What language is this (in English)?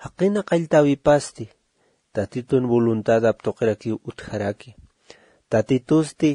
Aymara